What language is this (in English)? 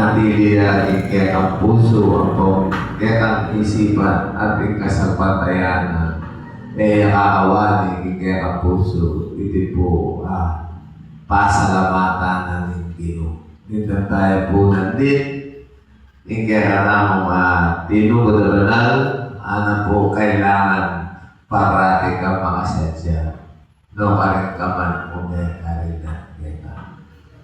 Pampanga